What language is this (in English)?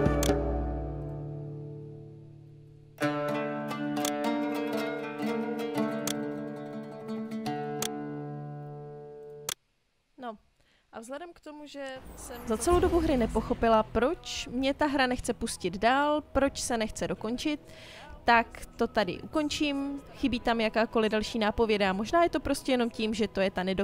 Czech